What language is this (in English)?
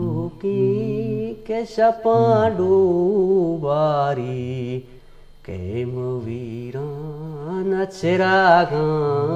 Eastern Balochi